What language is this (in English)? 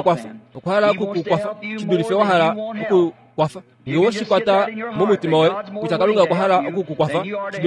Kuanyama